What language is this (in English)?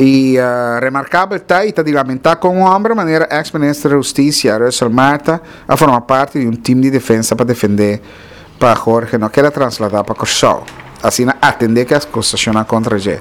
Papiamento